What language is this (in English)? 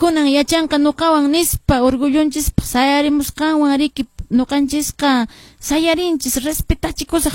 Quechua